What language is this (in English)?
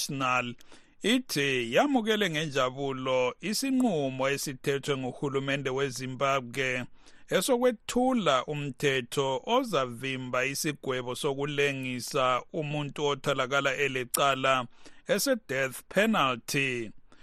North Ndebele